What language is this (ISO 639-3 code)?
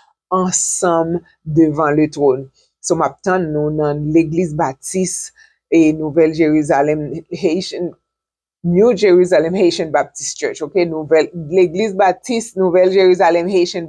hat